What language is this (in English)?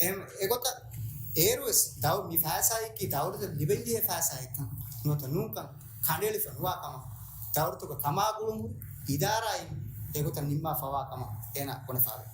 Divehi